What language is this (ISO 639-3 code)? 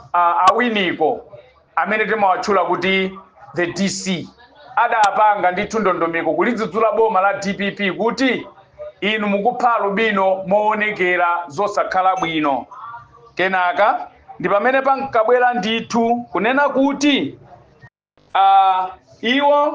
nya